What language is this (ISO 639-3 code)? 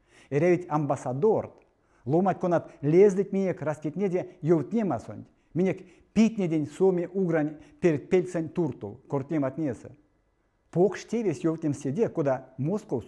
myv